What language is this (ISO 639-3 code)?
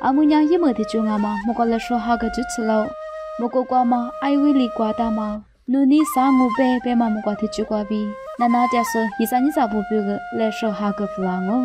lis